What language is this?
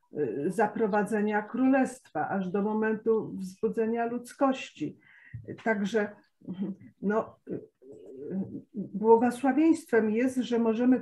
Polish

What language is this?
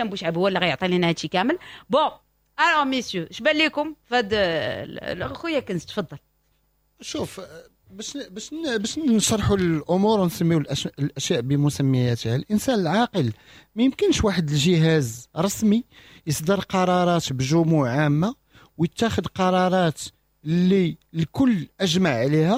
Moroccan Arabic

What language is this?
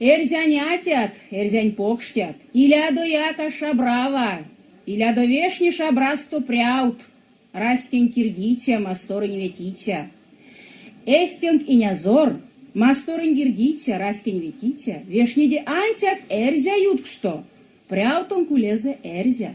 Erzya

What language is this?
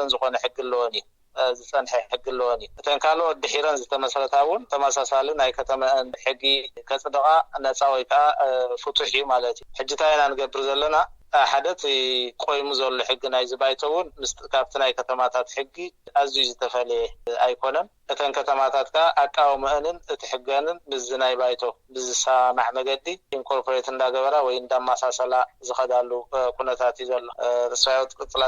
Tigrinya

